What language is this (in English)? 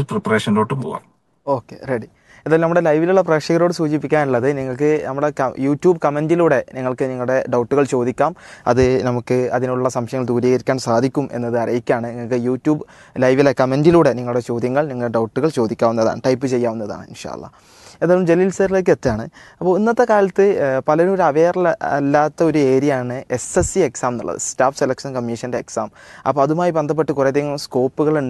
Malayalam